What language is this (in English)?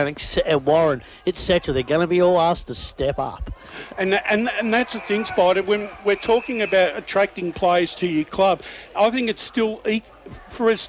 English